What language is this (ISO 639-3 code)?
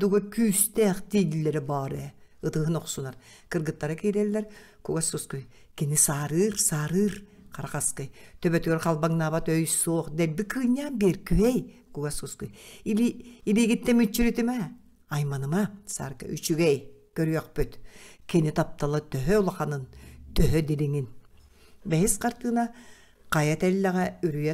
sah